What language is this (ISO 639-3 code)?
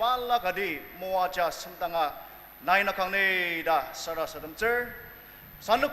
njo